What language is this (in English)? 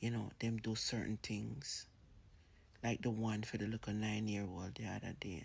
Jamaican Creole English